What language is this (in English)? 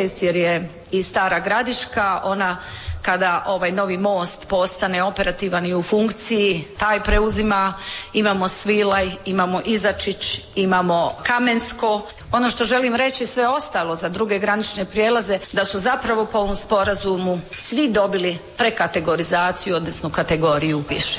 Croatian